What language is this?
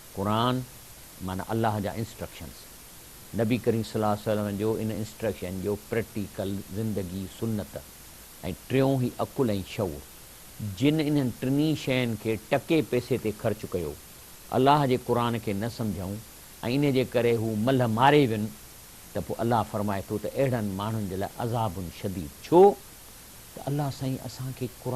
Sindhi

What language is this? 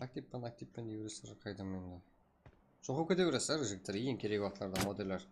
Kara-Kalpak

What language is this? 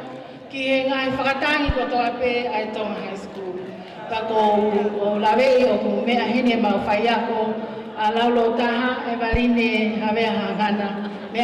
Tongan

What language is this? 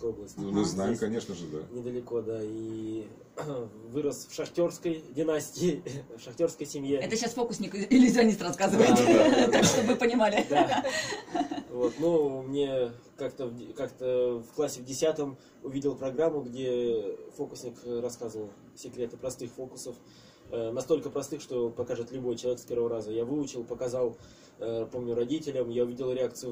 Russian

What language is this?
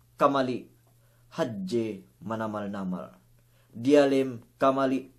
Yakan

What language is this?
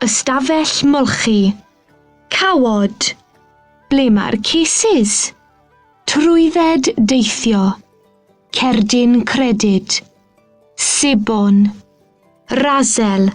Welsh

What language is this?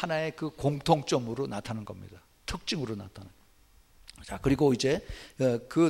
Korean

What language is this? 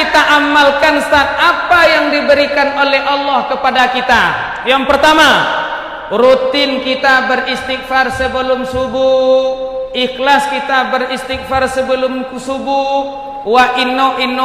Minangkabau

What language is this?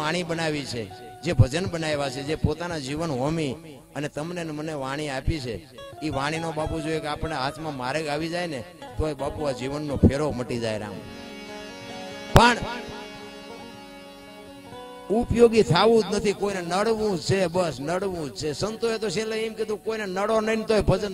Gujarati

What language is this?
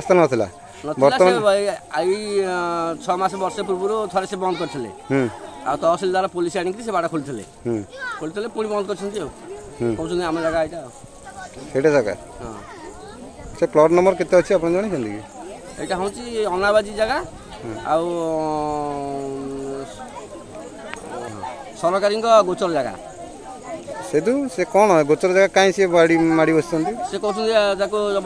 Odia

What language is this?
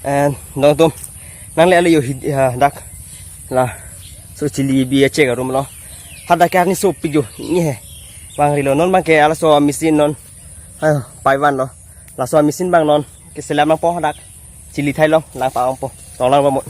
Karbi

